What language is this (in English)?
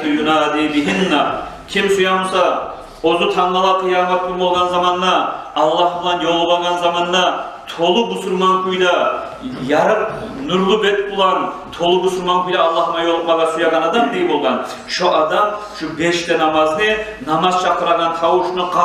Kumyk